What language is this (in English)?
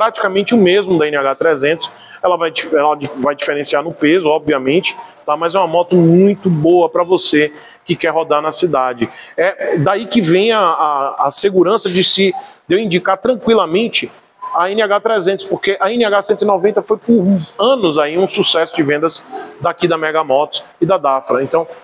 Portuguese